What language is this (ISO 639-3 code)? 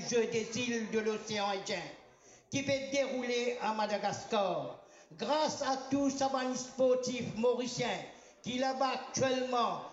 mfe